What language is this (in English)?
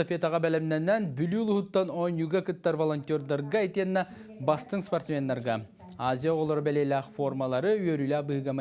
Yakut